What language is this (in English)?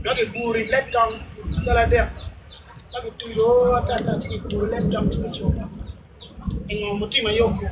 Acoli